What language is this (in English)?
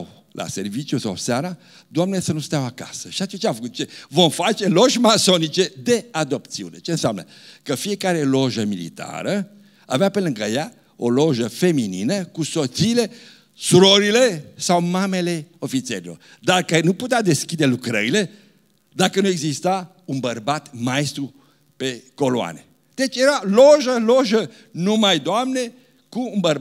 Romanian